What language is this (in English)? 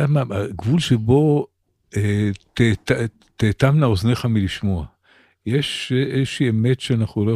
Hebrew